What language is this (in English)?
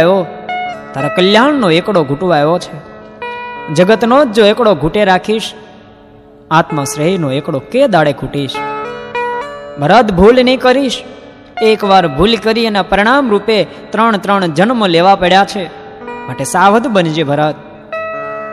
Gujarati